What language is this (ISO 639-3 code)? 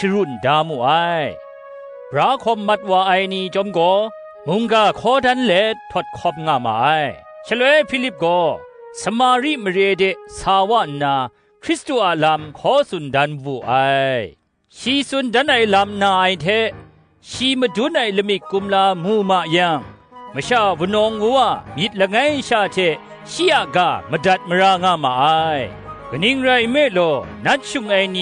kac